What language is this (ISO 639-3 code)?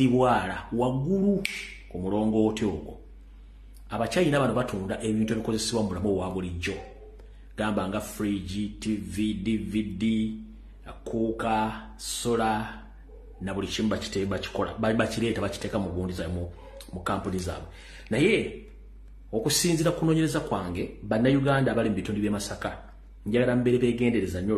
lug